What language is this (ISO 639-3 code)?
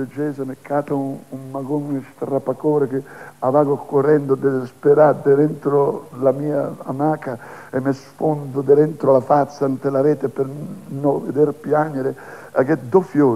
ita